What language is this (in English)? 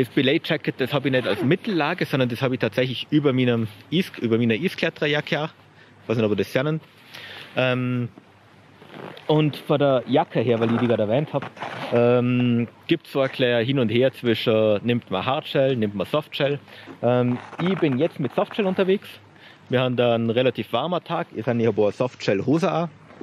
German